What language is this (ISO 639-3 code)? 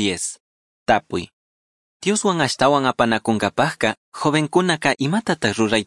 qug